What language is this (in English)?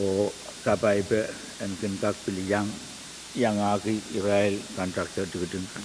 Pohnpeian